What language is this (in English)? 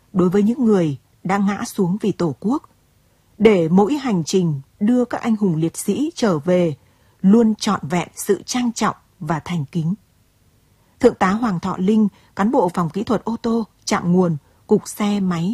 Vietnamese